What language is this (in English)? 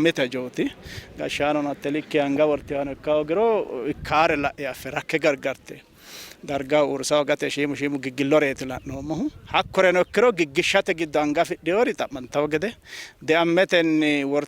Sidamo